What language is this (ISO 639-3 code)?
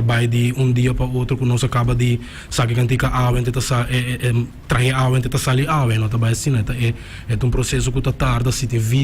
pap